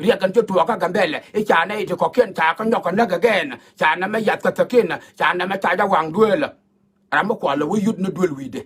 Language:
Nuer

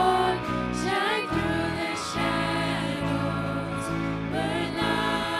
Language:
Plautdietsch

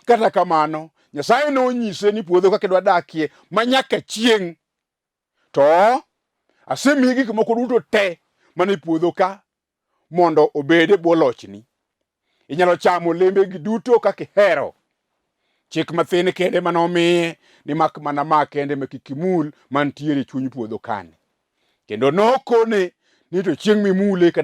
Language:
Luo (Kenya and Tanzania)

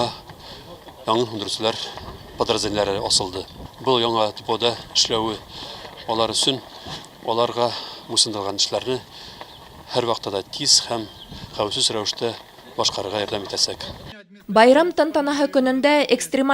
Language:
Bashkir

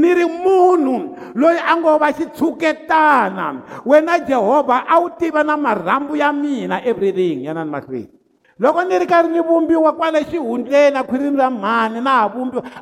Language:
Tsonga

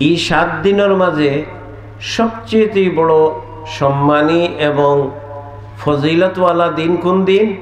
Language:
Sylheti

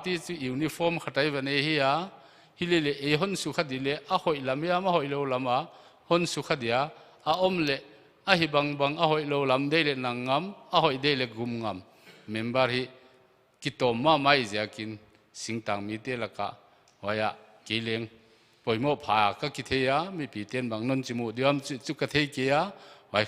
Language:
Paite Chin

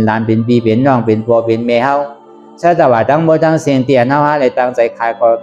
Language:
Shan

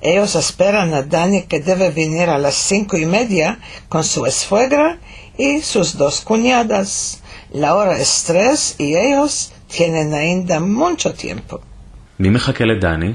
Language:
Ladino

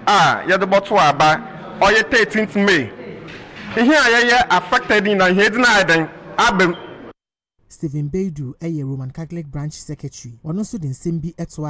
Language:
Akan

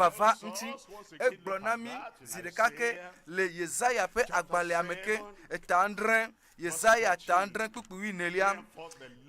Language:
Ewe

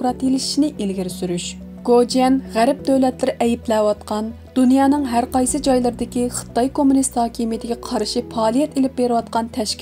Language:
Uyghur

